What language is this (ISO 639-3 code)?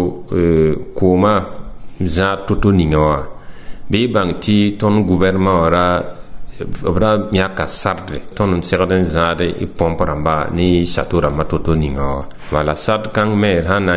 mos